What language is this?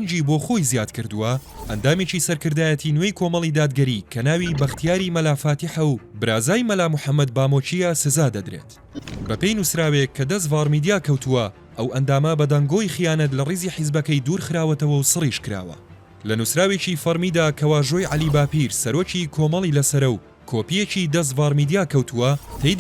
Central Kurdish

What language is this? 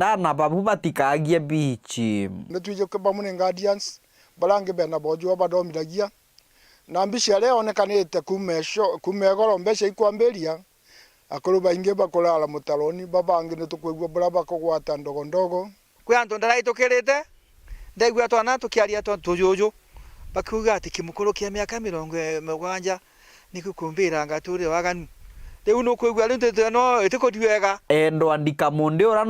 Meru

